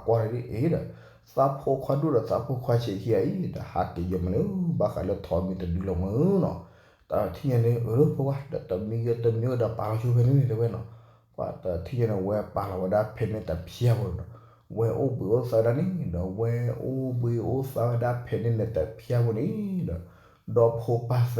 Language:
S'gaw Karen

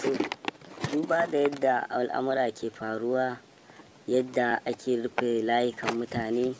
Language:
Hausa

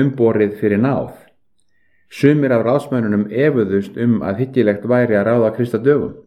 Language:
Icelandic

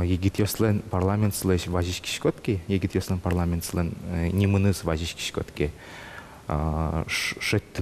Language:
Udmurt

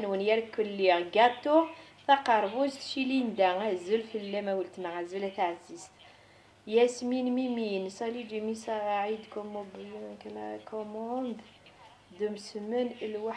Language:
Kabyle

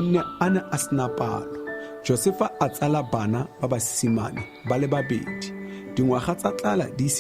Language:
Tswana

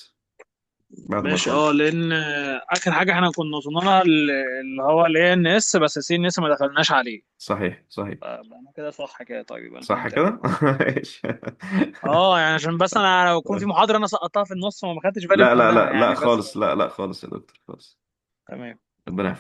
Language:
Egyptian Arabic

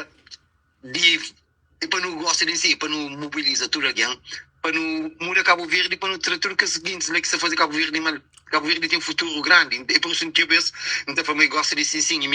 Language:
Kabuverdianu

